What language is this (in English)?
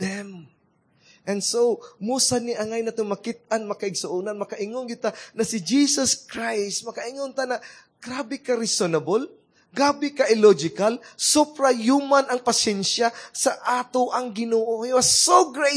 Cebuano